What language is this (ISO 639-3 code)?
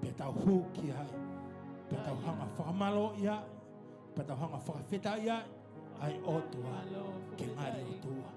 ton